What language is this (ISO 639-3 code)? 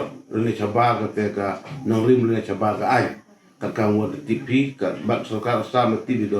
pbv